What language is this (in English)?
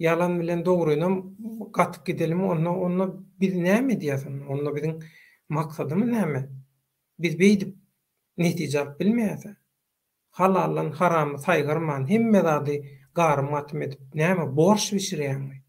Turkmen